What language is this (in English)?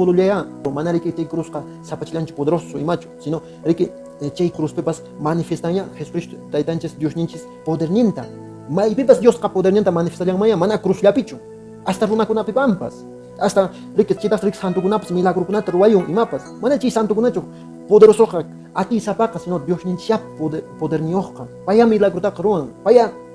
Quechua